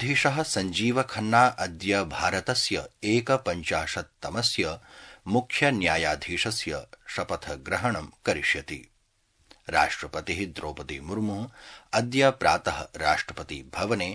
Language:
Sanskrit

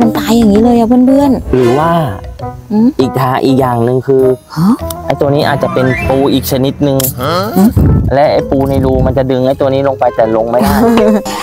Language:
Thai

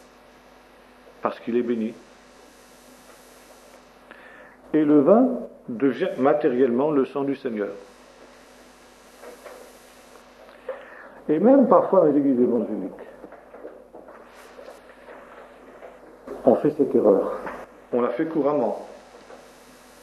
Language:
French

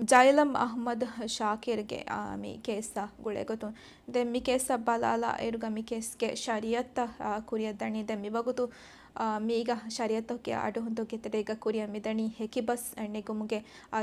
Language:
Divehi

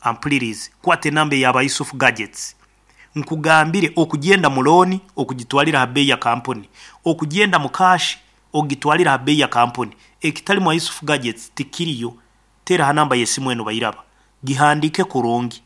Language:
Nyoro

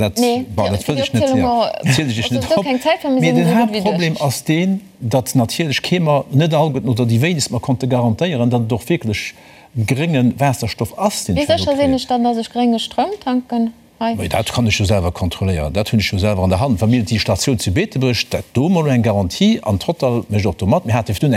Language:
Luxembourgish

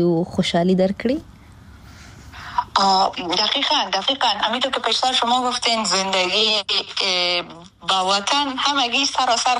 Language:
Persian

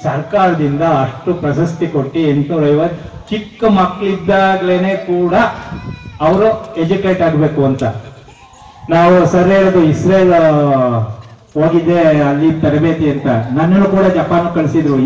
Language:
Kannada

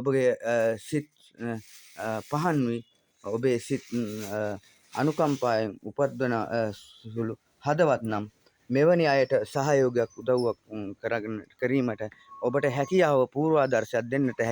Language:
Sinhala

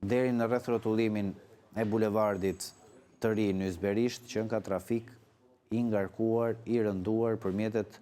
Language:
Albanian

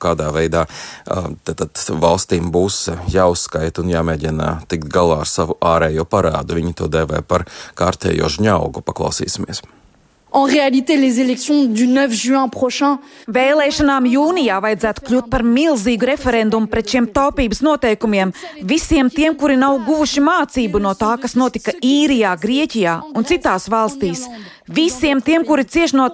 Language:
Latvian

